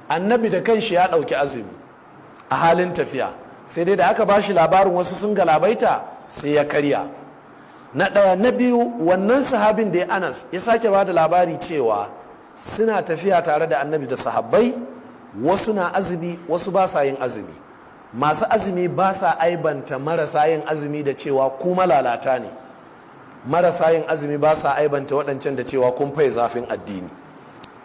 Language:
Hausa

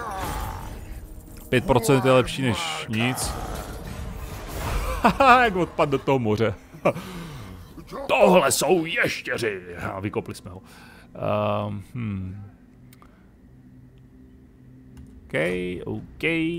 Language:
Czech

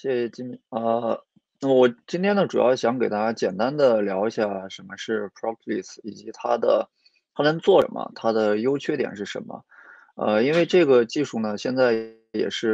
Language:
Chinese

